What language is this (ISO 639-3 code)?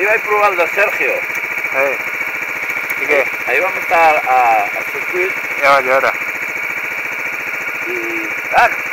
cat